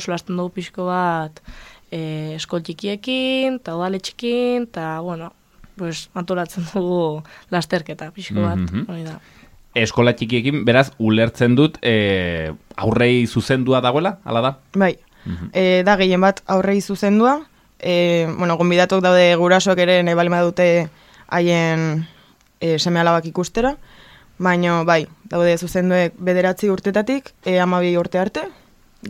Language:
Basque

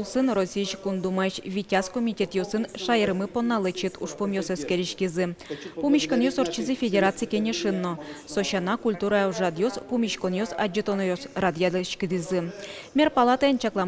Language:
Udmurt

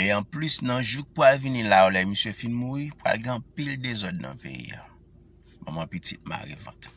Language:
Haitian Creole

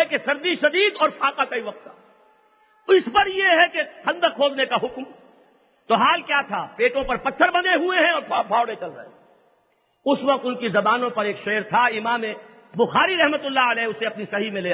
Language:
Urdu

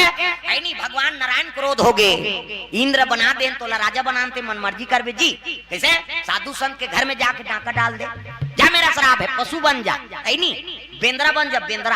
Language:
Chhattisgarhi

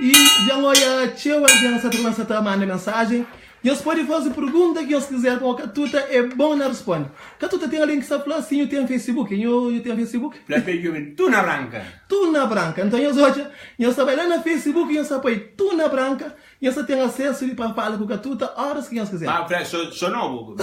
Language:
Kabuverdianu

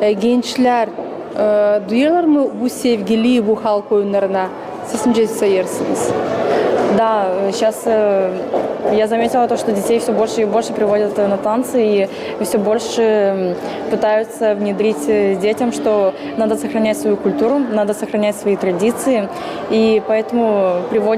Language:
Gagauz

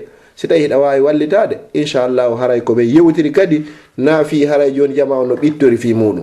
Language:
Fula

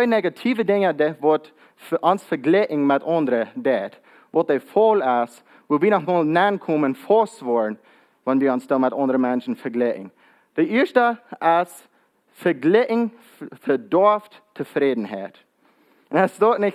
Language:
Plautdietsch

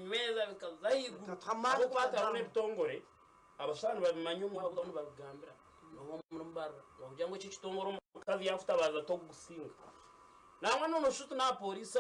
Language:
Nyankole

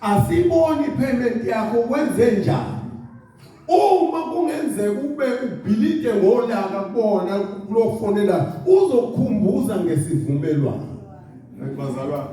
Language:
Zulu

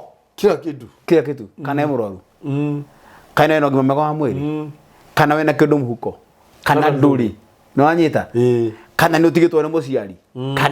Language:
Kikuyu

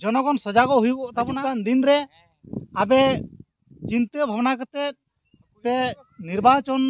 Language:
Santali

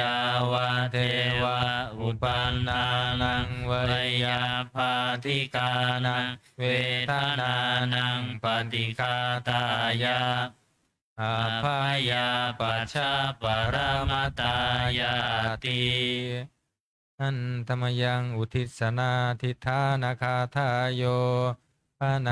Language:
Pali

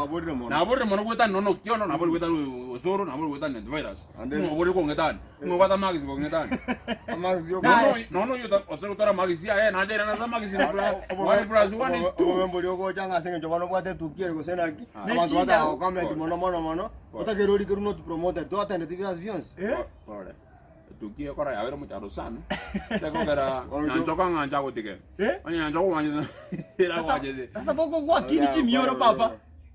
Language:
Gusii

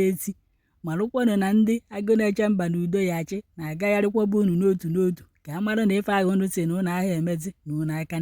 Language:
Igbo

